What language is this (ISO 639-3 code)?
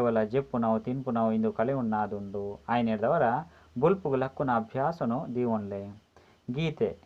tcy